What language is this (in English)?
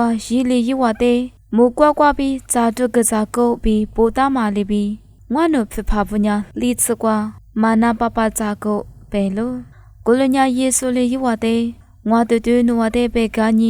Lisu